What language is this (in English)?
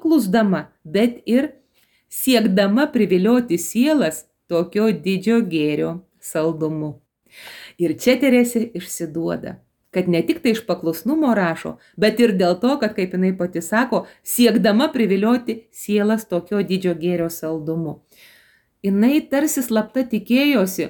Lithuanian